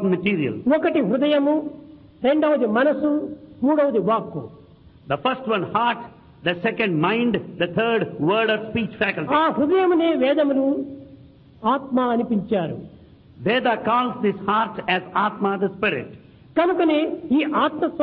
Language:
Telugu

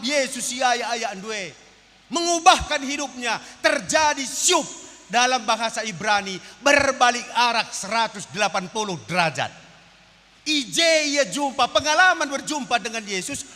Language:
Batak Karo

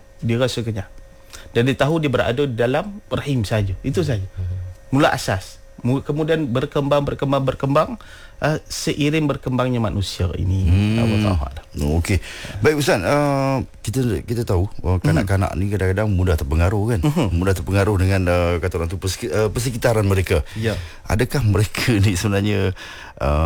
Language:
Malay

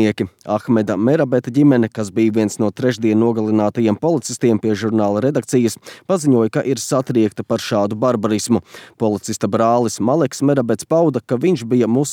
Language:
Latvian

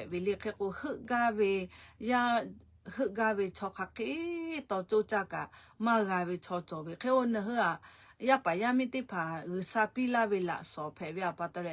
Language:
Lahu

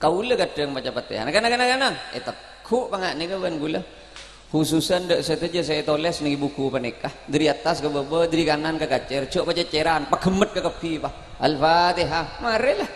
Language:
Madurese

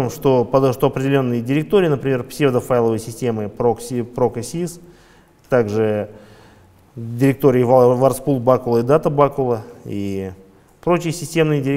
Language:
Russian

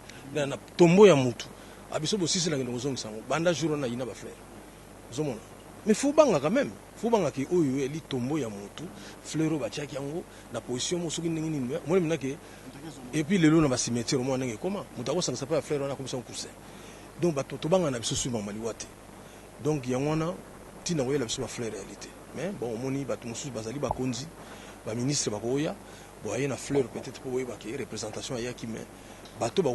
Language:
Lingala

